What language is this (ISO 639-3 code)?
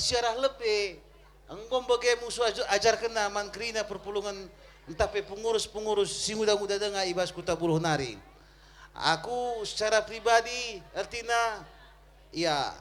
btx